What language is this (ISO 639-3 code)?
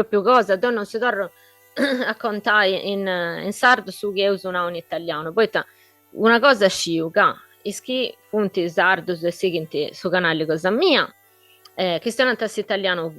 srd